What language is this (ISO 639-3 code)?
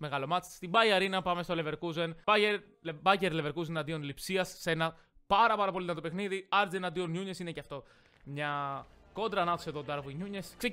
ell